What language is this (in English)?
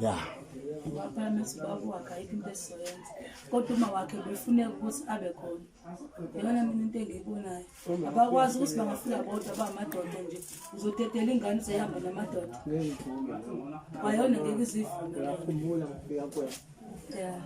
Zulu